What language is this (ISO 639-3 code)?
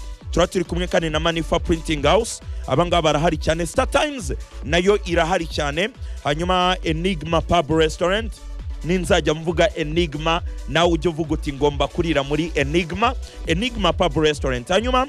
kin